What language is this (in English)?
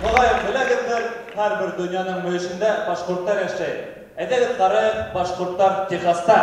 Bashkir